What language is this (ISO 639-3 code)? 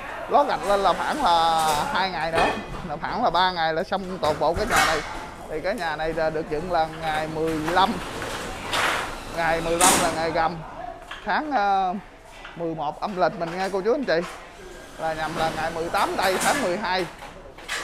vie